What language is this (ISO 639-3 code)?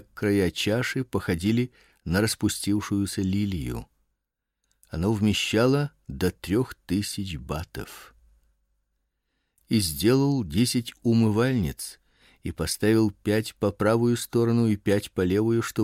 rus